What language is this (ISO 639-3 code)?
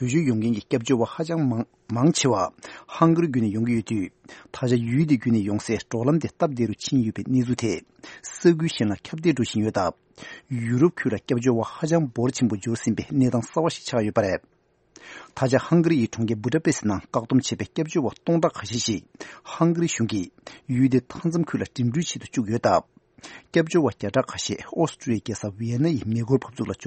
bod